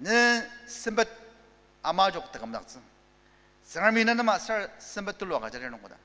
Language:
Ao Naga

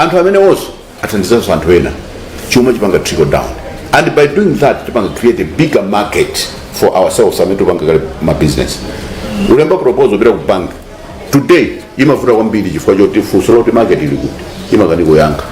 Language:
Nyanja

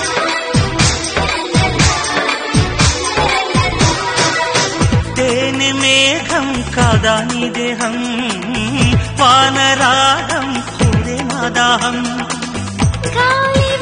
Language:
Telugu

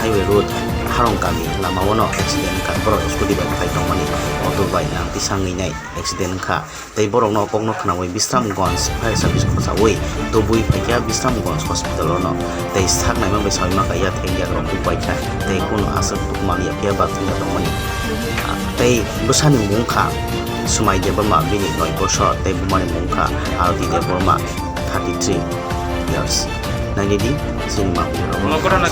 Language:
Kok Borok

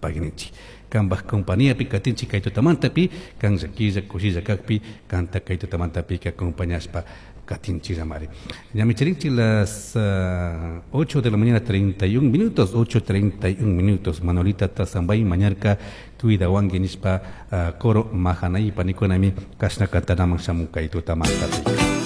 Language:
Chimborazo Highland Quichua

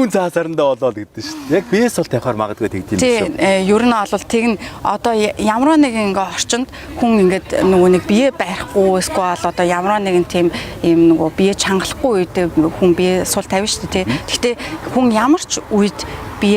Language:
Mongolian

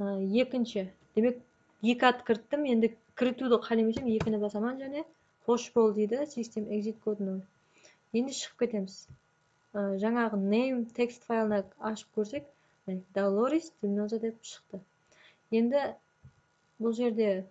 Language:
Kara-Kalpak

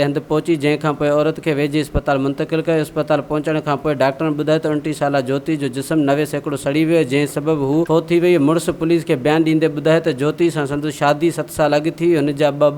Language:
Sindhi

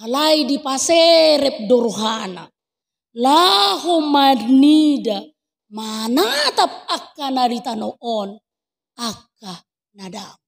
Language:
Batak Toba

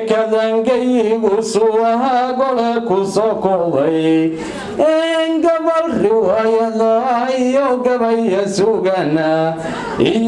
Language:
Somali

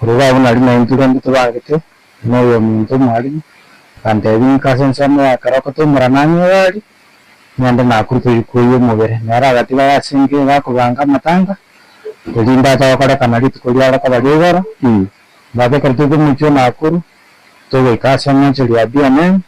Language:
Gusii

